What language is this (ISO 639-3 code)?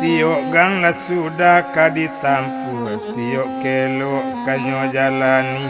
min